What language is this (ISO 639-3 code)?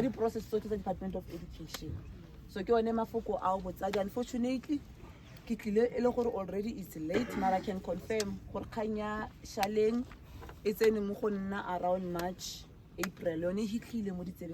tsn